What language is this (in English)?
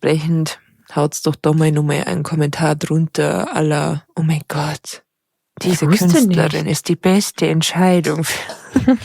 Bavarian